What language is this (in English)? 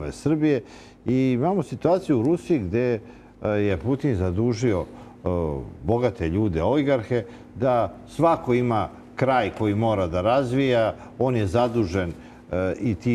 Serbian